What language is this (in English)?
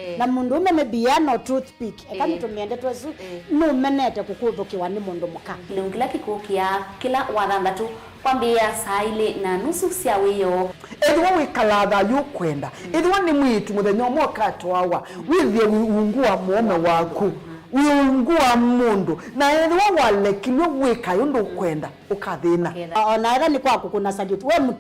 Kamba